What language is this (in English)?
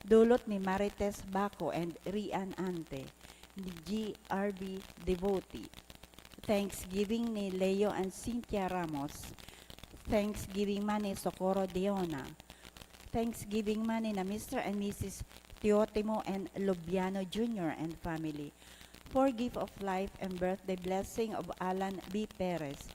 Bikol